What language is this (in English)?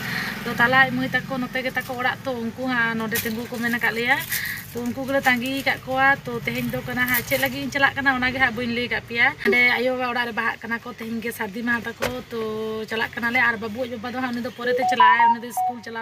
Santali